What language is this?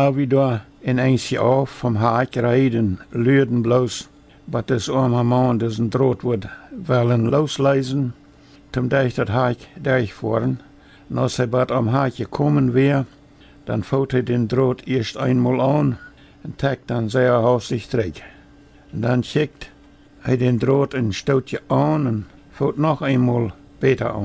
Plautdietsch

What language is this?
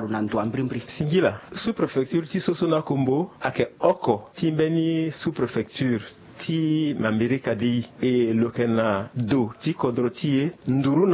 Sango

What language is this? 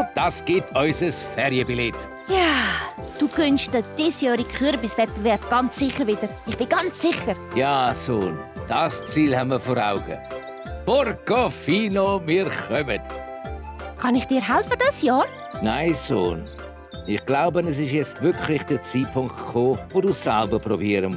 Swiss German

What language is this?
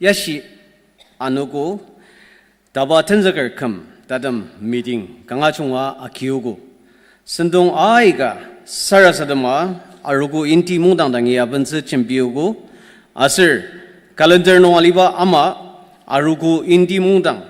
Ao Naga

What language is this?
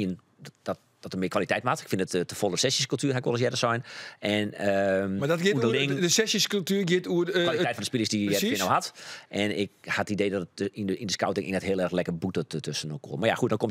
Western Frisian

